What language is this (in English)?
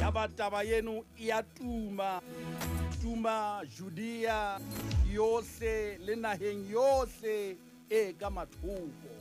Southern Sotho